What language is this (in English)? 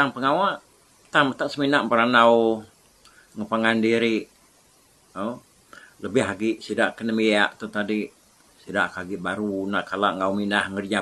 Iban